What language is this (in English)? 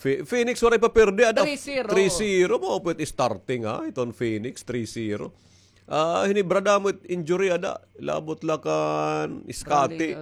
Waray